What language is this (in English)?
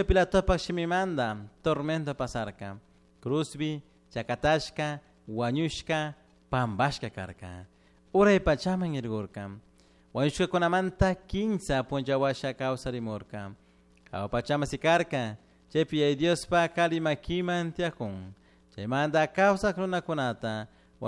Chimborazo Highland Quichua